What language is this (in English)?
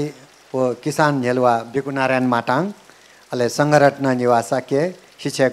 Newari